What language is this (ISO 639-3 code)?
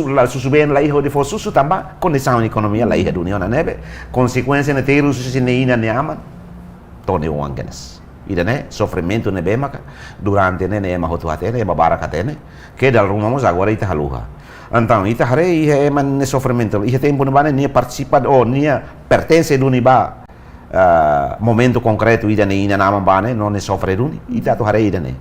tet